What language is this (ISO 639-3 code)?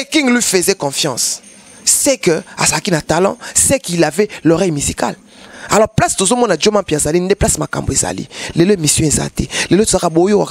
lin